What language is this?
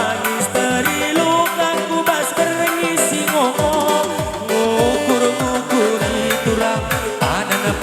Batak Karo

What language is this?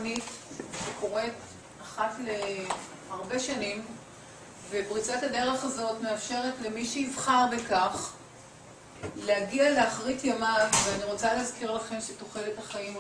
Hebrew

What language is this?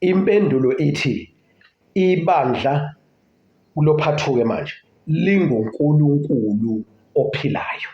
Zulu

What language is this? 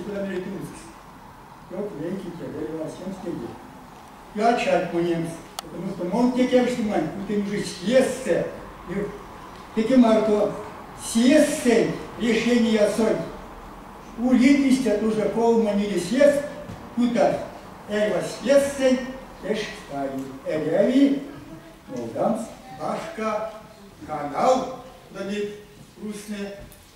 Erzya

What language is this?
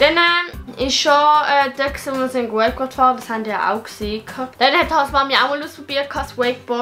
Swiss German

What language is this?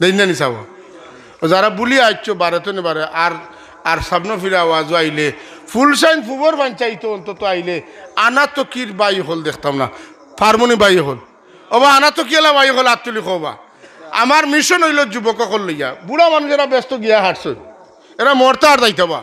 Sylheti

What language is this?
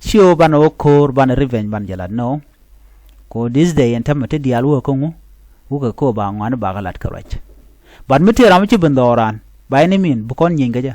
Nuer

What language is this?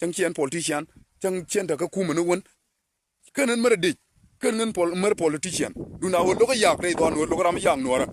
Nuer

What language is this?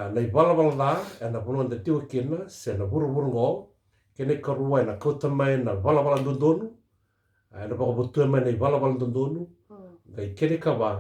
Fijian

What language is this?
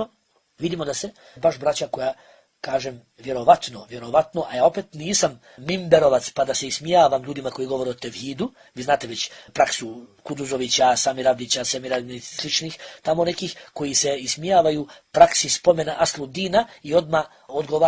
Bosnian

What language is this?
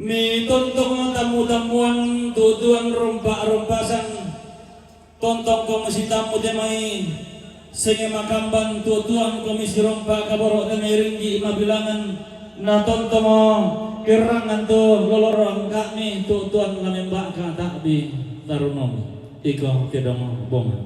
Toraja-Sa'dan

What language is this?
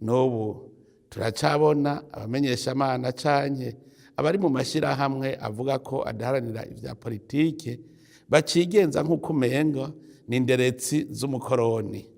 Rundi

